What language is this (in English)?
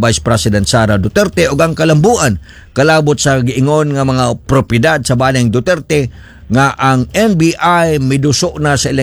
Cebuano